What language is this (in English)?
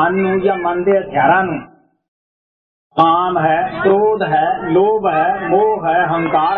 Punjabi